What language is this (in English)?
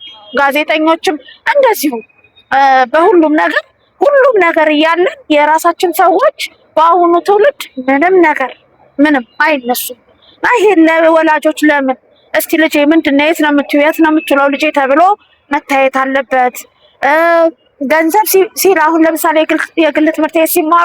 Amharic